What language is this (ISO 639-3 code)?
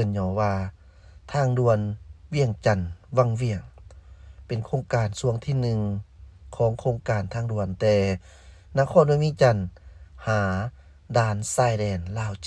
lao